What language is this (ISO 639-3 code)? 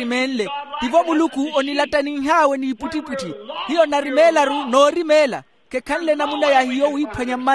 vmw